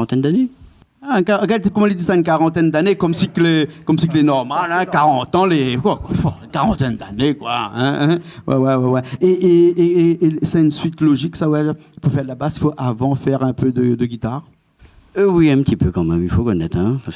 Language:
Réunion Creole French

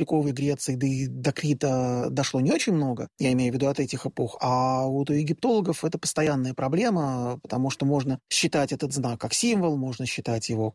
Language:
Russian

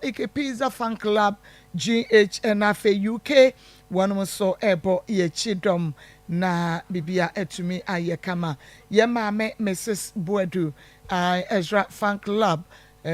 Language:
Akan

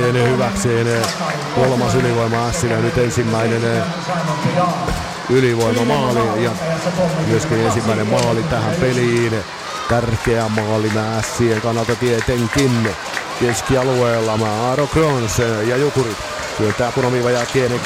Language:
Finnish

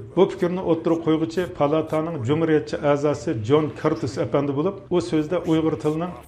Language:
Uyghur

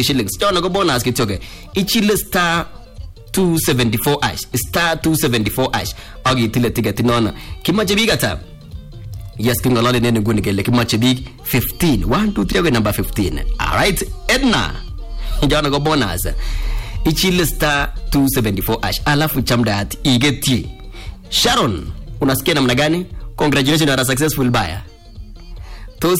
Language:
Swahili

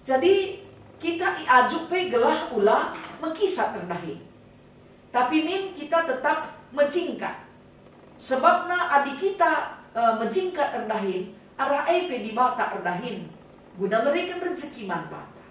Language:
Batak Karo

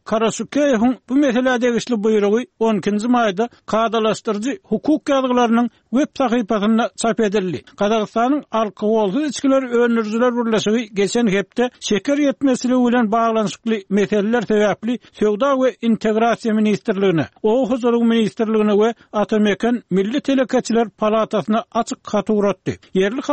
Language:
Turkmen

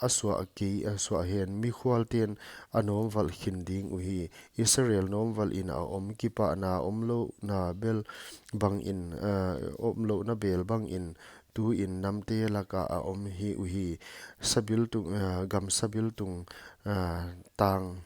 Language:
Paite Chin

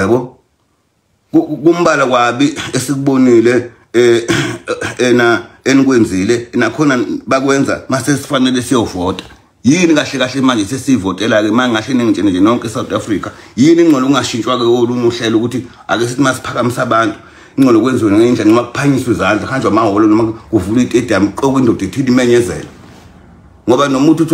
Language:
Zulu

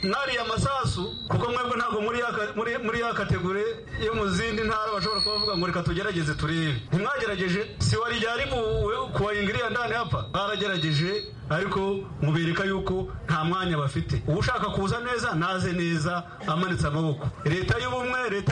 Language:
Kinyarwanda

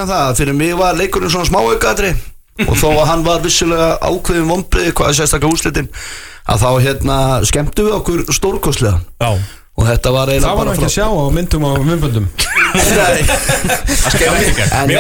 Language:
Icelandic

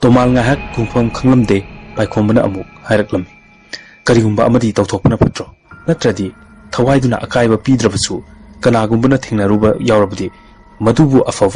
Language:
Manipuri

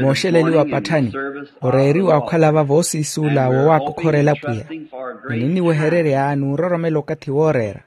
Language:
Makhuwa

